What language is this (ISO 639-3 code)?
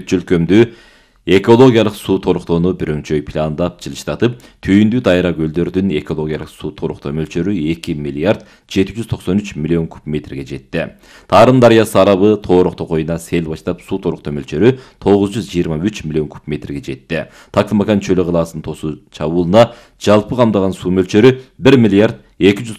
kir